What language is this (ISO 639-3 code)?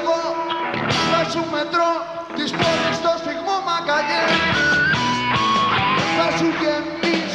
ell